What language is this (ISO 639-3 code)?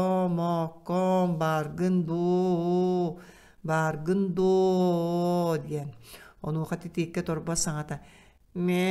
sah